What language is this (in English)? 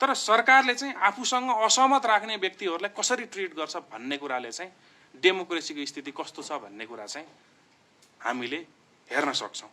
Nepali